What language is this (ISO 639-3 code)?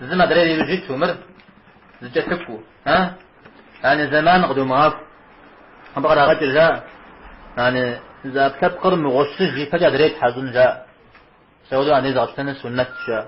kbd